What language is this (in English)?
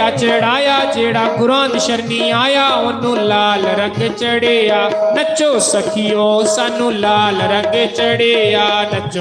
Dogri